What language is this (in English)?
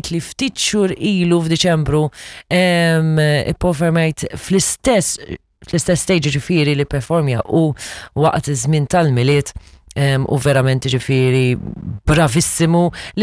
Maltese